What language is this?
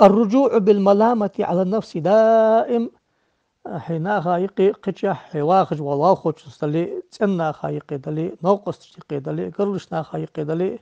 Ingush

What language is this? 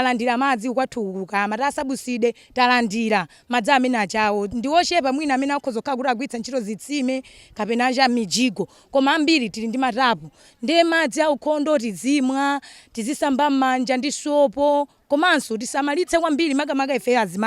Nyanja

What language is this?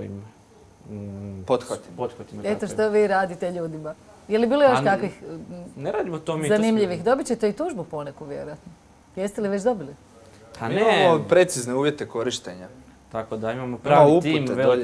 Croatian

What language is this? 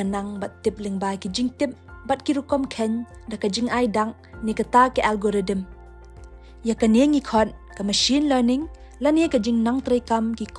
Khasi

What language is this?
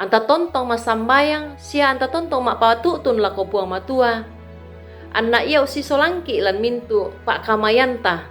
Toraja-Sa'dan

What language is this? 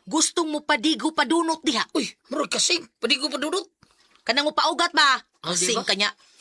Cebuano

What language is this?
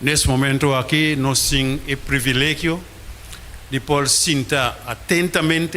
Papiamento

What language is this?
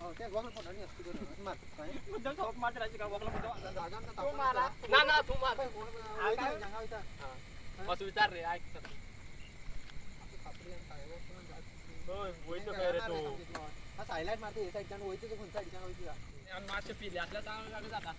Konkani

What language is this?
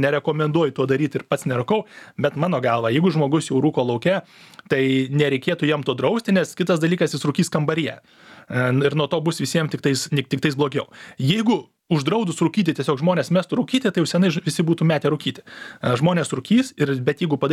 Lithuanian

